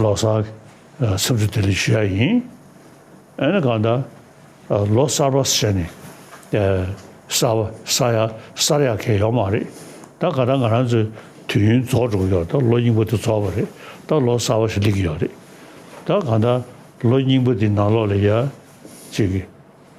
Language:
Tibetan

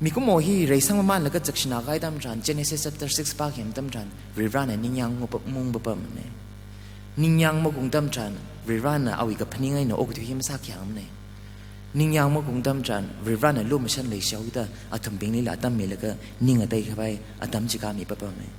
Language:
Tangkhul Naga (India)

